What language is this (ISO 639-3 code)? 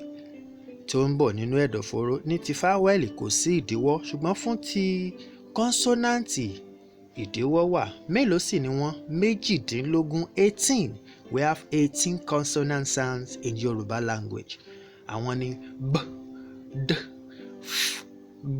yor